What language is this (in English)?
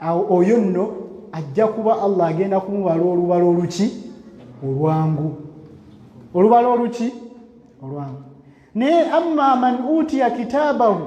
Ganda